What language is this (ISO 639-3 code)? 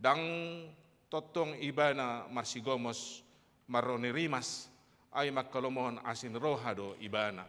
bbc